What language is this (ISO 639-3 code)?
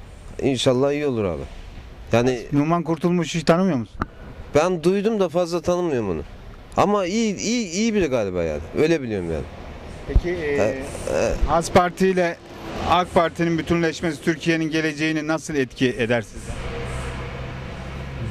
tur